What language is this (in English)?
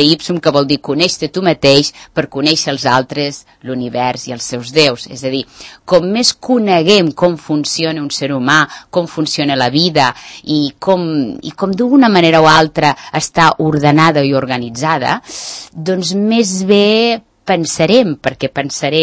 Catalan